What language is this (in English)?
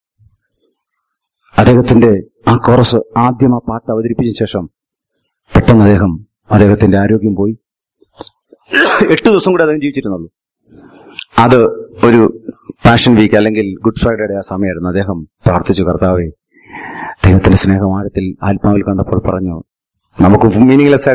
Malayalam